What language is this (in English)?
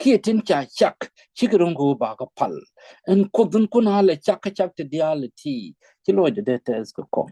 Nuer